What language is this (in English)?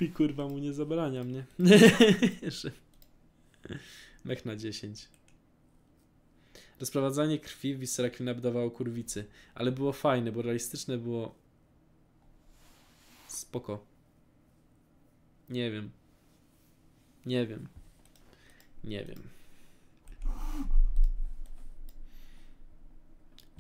Polish